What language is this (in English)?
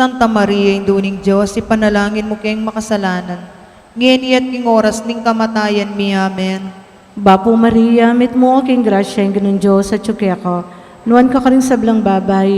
Pampanga